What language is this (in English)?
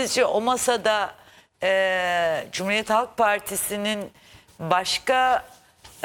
Turkish